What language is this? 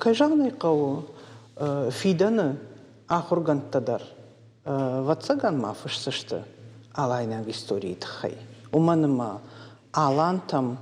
Ossetic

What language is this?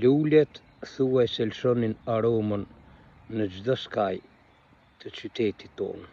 Albanian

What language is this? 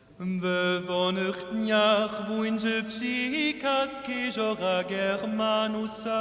Upper Sorbian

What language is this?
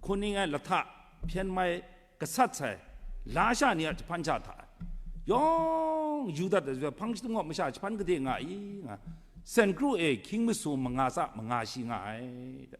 Kachin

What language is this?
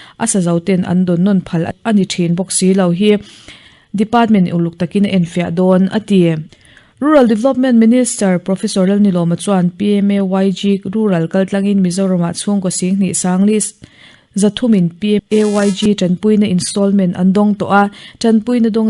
Mizo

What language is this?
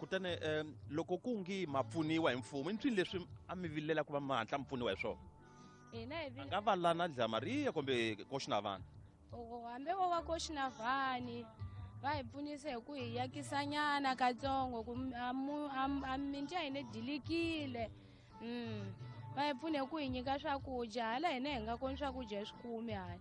Tsonga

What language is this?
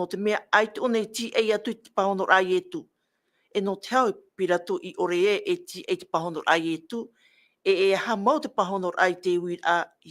Tahitian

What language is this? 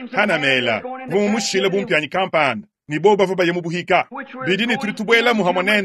Luba-Lulua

